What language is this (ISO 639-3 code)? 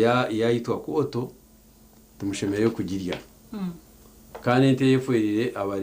nyn